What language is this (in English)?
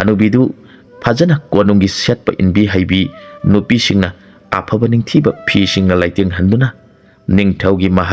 Manipuri